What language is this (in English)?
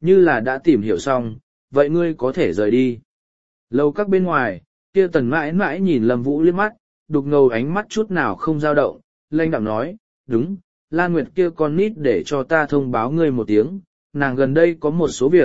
Vietnamese